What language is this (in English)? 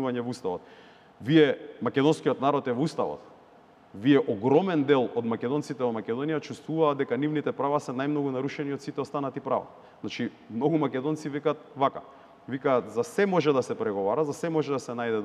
Macedonian